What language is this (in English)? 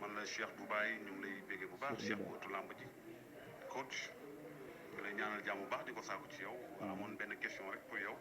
Wolof